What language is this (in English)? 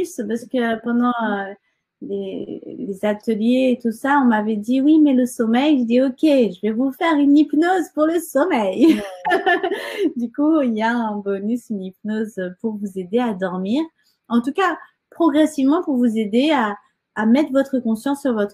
French